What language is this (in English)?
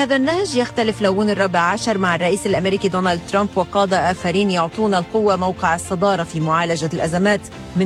Arabic